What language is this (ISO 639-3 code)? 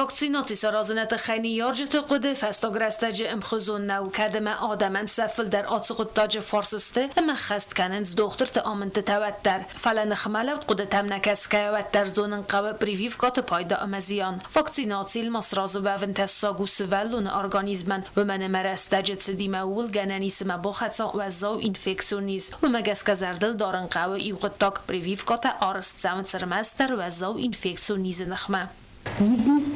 oss